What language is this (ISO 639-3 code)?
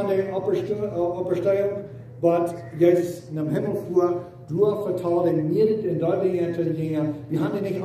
pdt